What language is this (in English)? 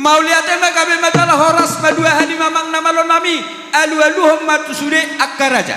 Batak Toba